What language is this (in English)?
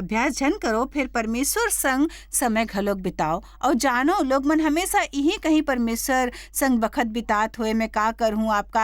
Chhattisgarhi